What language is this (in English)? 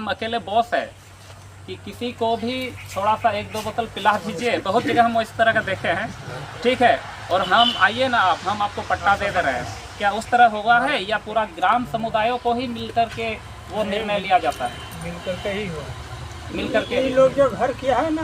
Santali